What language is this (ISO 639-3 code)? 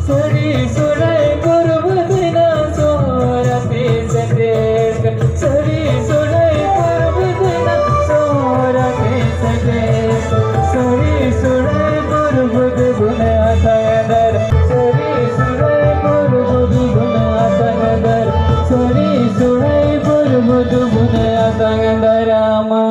sat